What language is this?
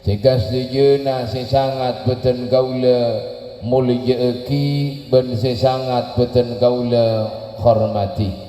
Madurese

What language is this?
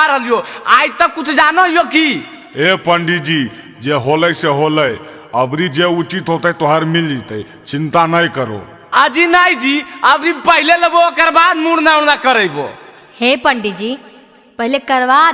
Magahi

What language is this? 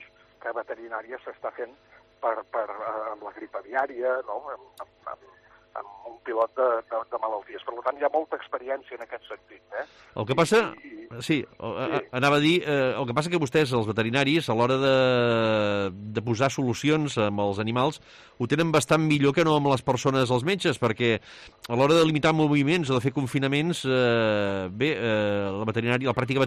Catalan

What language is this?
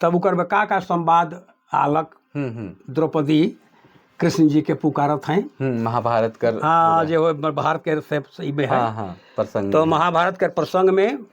Sadri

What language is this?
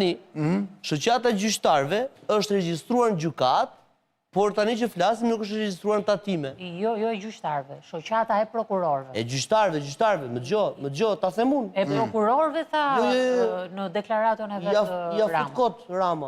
Albanian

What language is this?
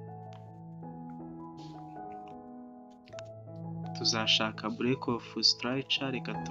Kinyarwanda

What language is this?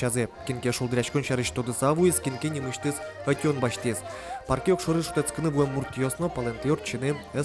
Udmurt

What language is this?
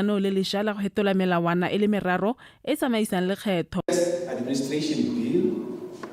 Tswana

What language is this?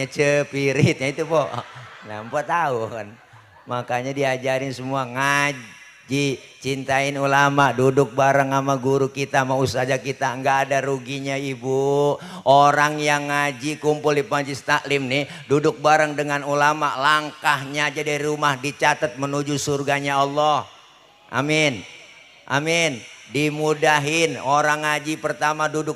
Betawi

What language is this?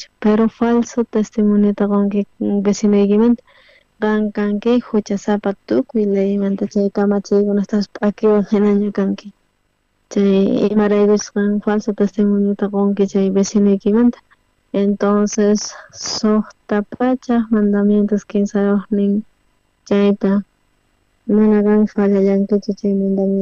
South Bolivian Quechua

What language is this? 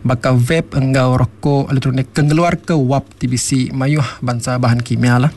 Iban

